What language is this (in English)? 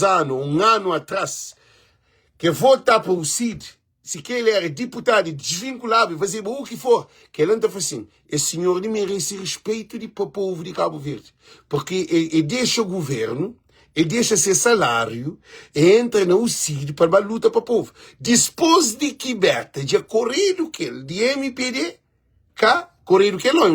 Kabuverdianu